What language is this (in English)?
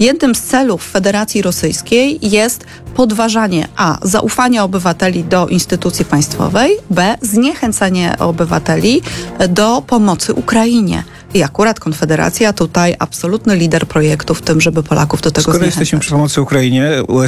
Polish